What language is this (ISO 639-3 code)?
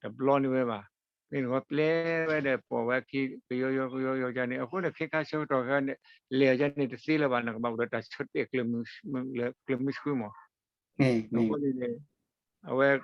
ksw